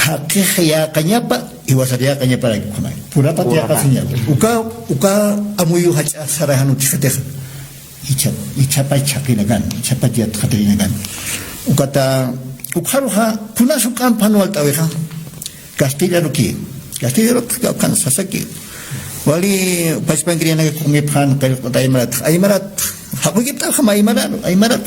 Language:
Aymara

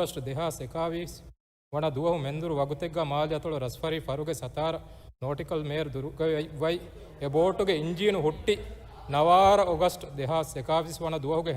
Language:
Divehi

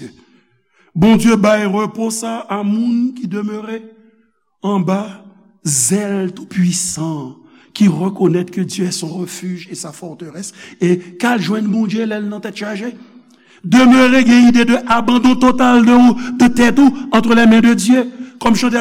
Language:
Haitian Creole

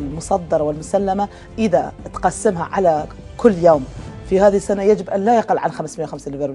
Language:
Mesopotamian Arabic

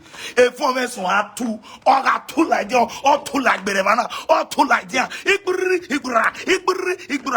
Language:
Nigerian Pidgin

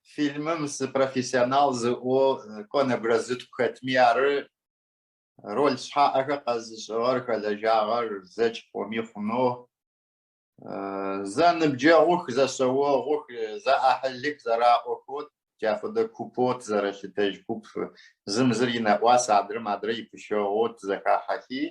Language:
Adyghe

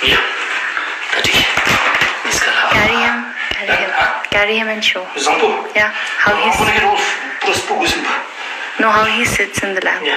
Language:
Ladakhi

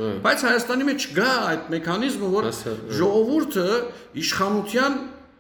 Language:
Western Armenian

